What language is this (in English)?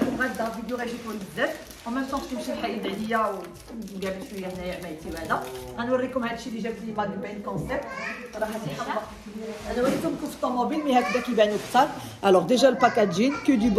Moroccan Arabic